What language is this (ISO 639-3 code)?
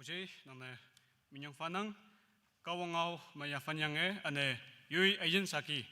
nag